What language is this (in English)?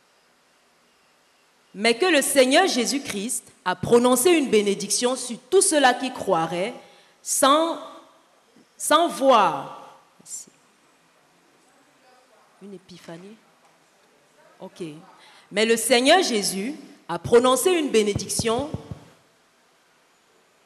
French